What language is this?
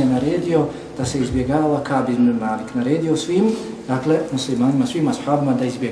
Bosnian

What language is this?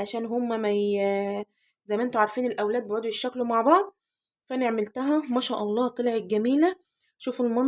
Egyptian Arabic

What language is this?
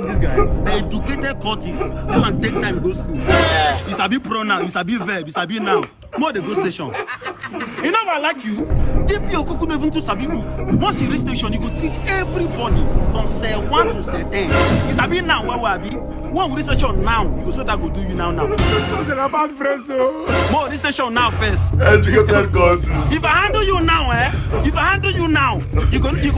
Nigerian Pidgin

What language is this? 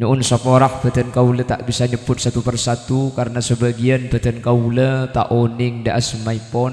Madurese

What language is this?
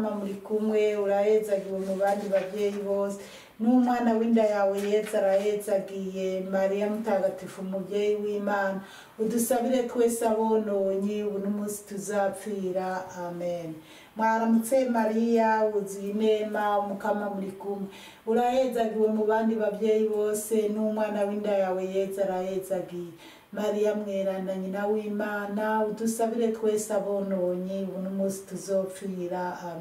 Rundi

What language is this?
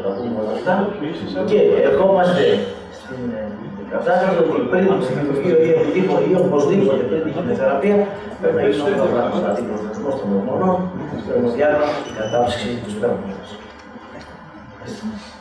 Greek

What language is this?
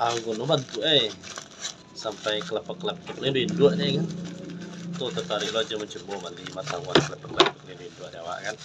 Minangkabau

